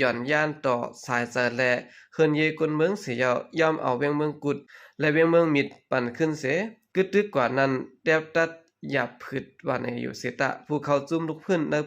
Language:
Shan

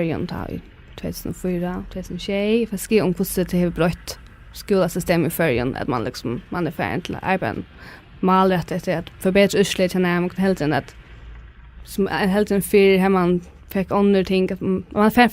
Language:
Faroese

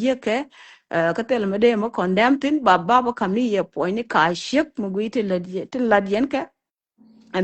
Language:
Nuer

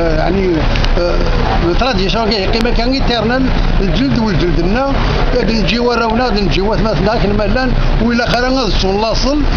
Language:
Kabyle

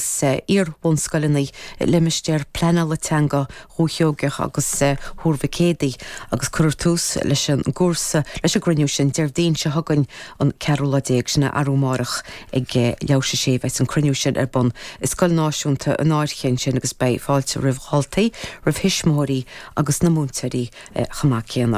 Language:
Irish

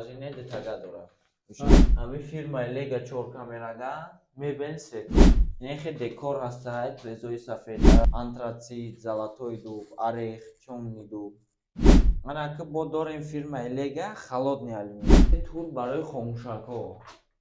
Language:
Tajik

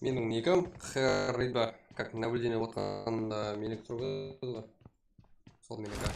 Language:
Kara-Kalpak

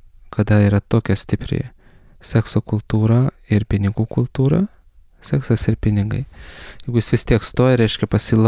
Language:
Lithuanian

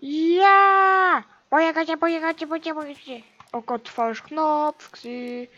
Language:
Swiss German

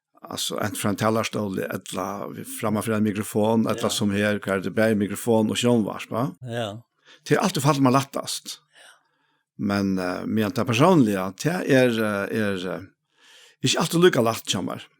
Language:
Faroese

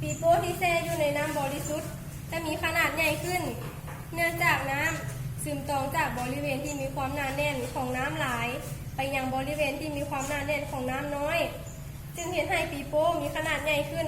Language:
Lao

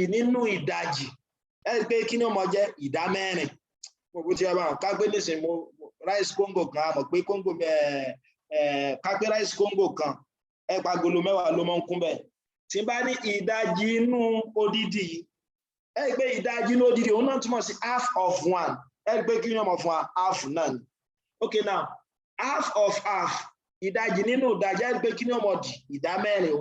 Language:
Yoruba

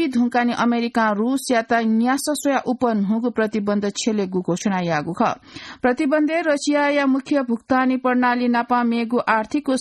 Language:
Newari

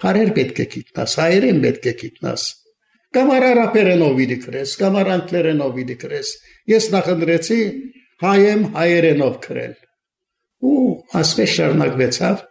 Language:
Armenian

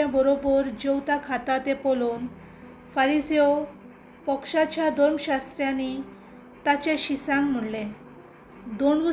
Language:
Konkani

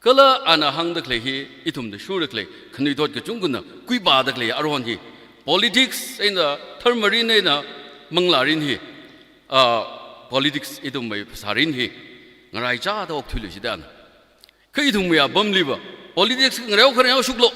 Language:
Tangkhul Naga (India)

